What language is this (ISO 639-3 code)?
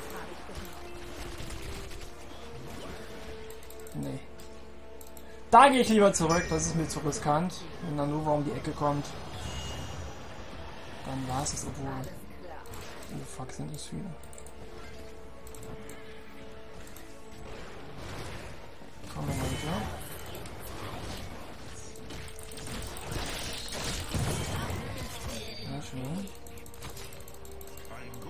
deu